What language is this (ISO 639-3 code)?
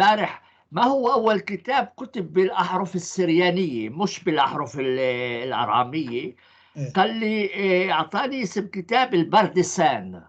apc